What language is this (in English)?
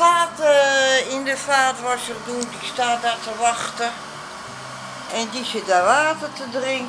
Dutch